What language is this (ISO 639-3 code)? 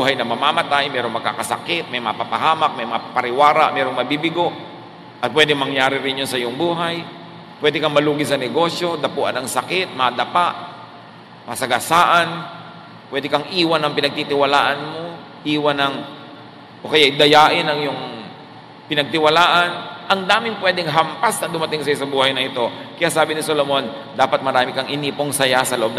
fil